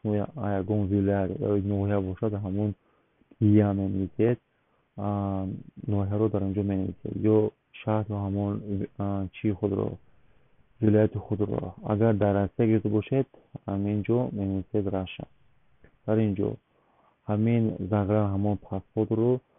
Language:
Tajik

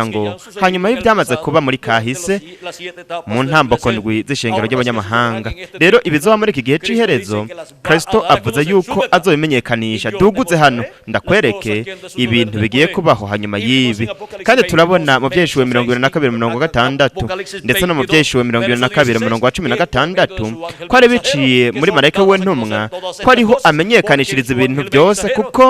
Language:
Rundi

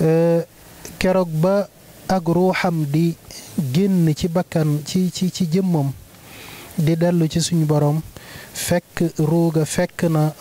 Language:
Wolof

